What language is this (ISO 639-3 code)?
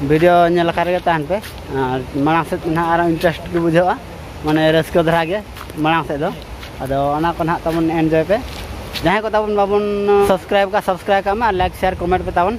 sat